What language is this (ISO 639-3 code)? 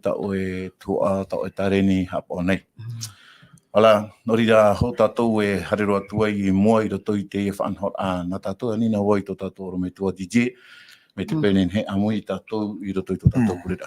tah